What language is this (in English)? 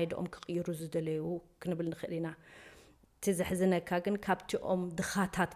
Tigrinya